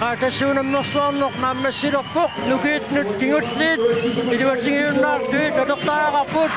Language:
Kalaallisut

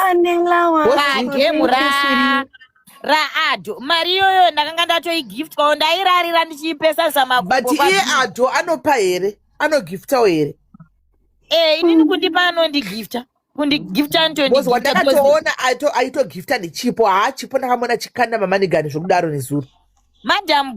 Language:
Shona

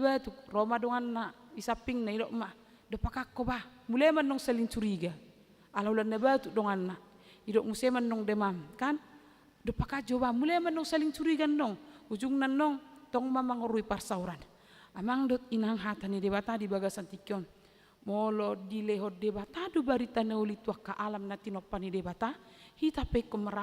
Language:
Batak Toba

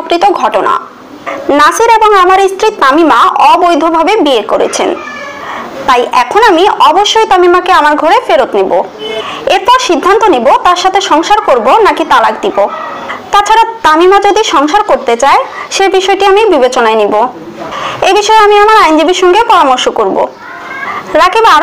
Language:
Bangla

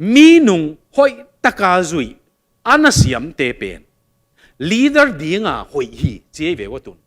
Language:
Tedim Chin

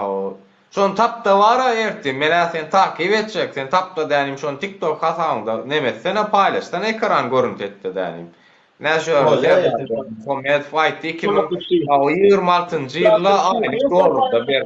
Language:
Turkmen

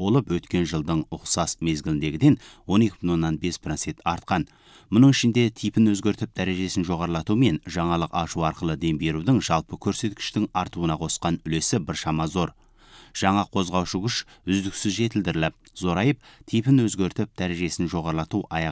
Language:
Kazakh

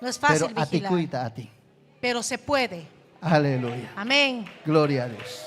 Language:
Ayacucho Quechua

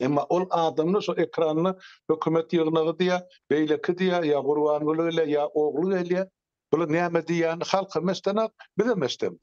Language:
Turkmen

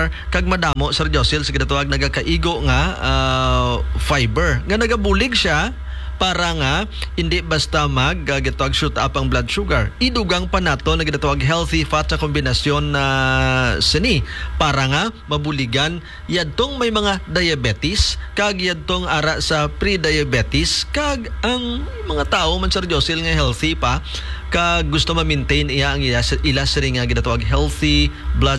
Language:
Hiligaynon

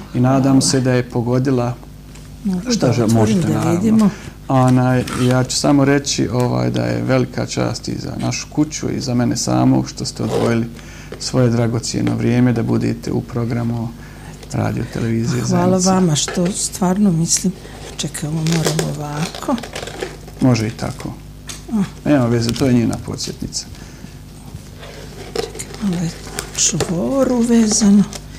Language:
Serbian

